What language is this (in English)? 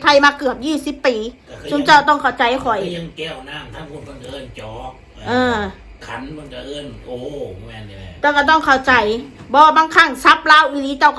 Northeastern Thai